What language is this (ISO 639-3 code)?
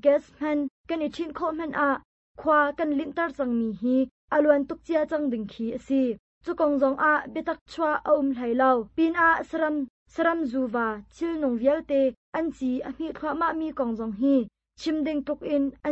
cnh